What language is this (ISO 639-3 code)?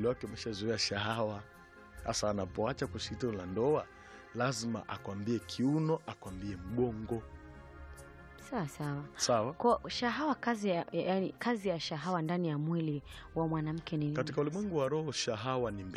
swa